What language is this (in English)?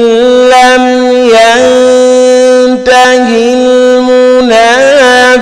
Fula